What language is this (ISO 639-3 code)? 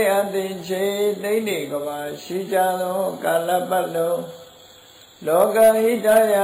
mya